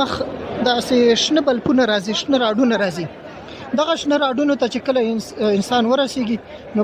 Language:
Pashto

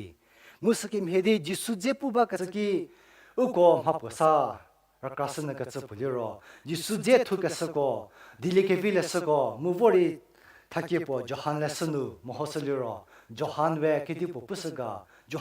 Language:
Angami Naga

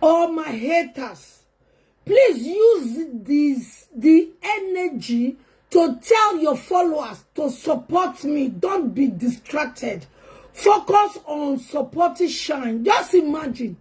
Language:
Nigerian Pidgin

